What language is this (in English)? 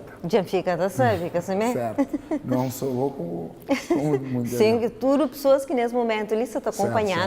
Kabuverdianu